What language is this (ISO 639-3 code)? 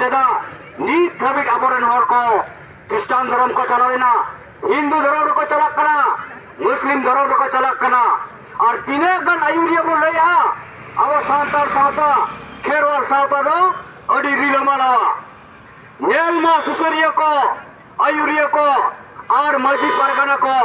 sat